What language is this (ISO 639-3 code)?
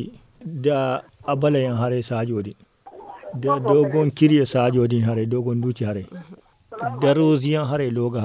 dje